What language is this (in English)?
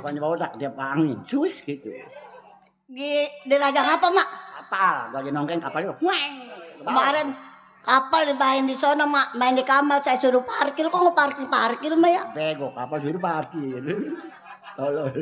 Betawi